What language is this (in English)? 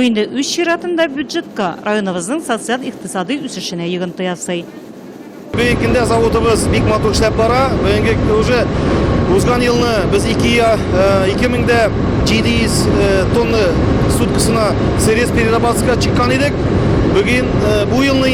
Tatar